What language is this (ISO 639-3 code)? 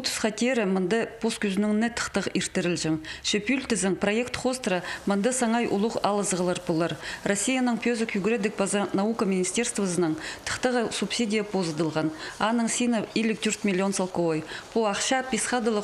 kjh